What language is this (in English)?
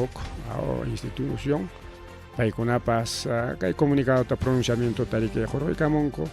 Ayacucho Quechua